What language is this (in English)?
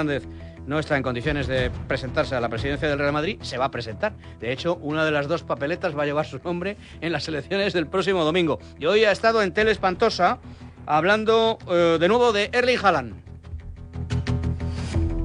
Spanish